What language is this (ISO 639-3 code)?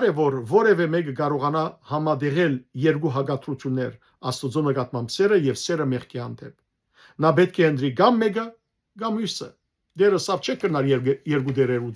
hyw